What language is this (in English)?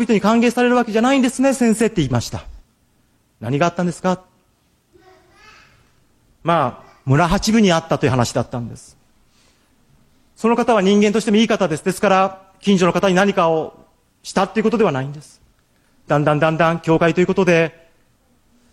Japanese